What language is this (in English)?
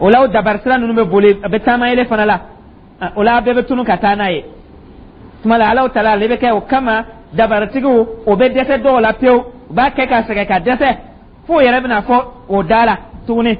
Dyula